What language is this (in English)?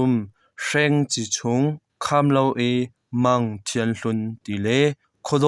Hakha Chin